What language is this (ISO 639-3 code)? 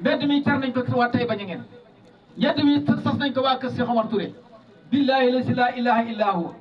wol